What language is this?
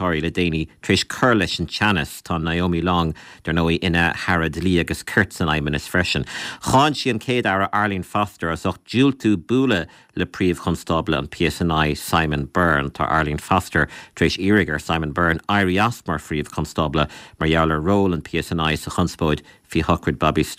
Irish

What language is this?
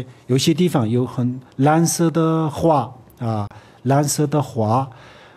Chinese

